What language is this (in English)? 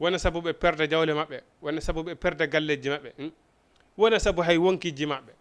Fula